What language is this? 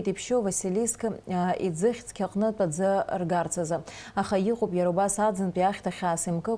Abkhazian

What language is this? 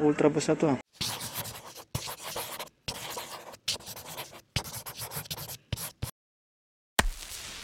Filipino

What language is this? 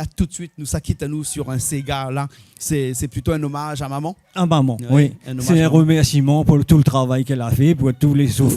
Réunion Creole French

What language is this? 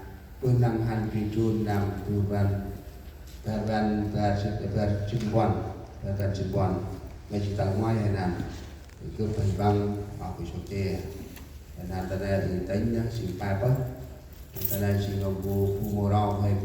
Central Mnong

